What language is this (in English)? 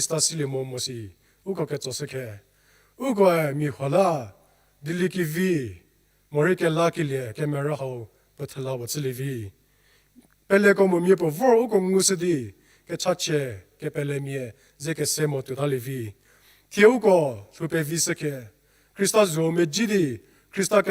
Angami Naga